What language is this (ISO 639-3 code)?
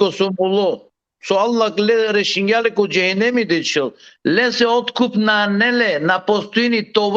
rmn